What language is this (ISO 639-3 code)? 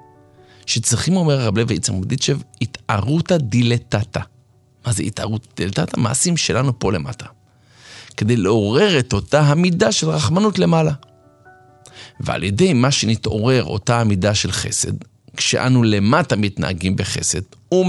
heb